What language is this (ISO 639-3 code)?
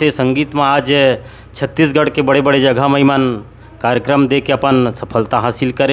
hne